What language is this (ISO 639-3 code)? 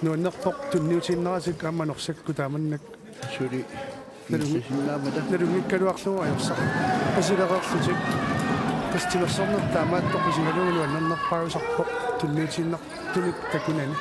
kal